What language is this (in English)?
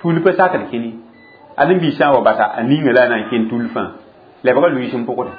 Mossi